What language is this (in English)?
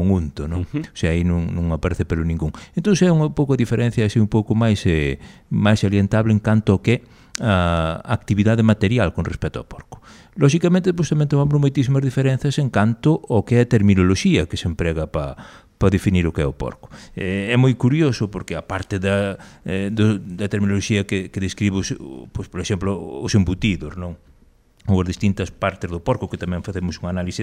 Galician